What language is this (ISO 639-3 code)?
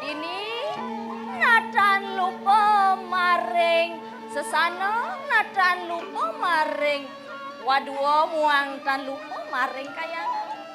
ban